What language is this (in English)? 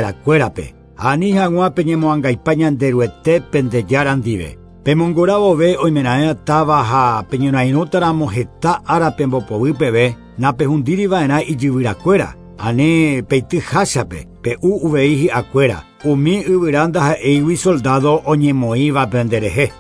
Guarani